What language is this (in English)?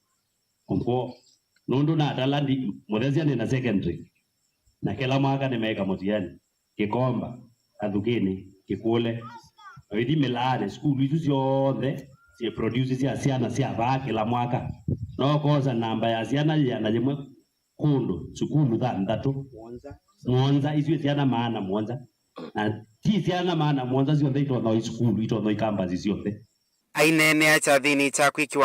Kamba